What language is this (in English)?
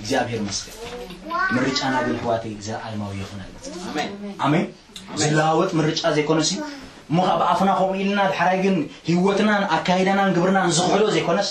Tigrinya